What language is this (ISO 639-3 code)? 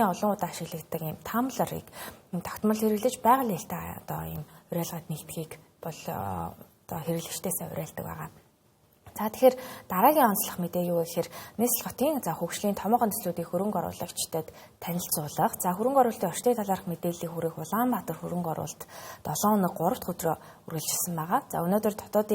mon